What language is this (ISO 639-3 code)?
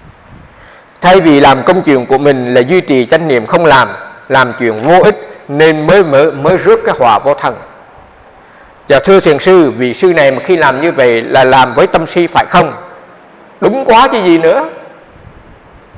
vie